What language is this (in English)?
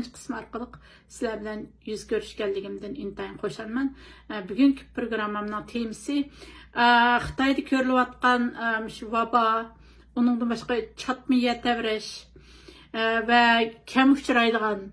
Uyghur